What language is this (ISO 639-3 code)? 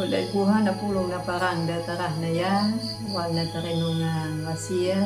akg